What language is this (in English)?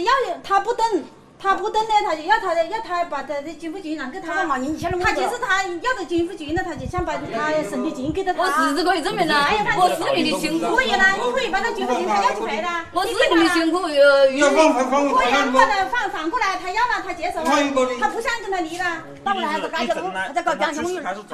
Chinese